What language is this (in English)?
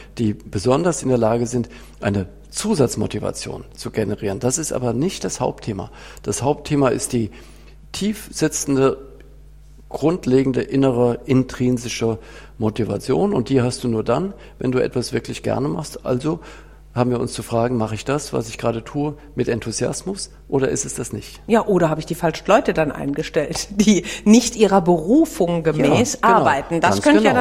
German